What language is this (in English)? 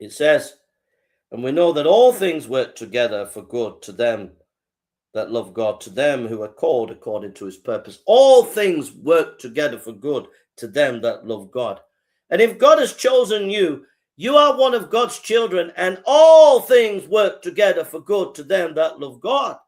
English